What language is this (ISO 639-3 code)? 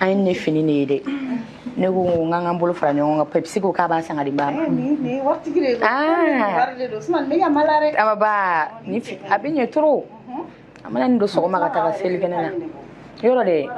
bam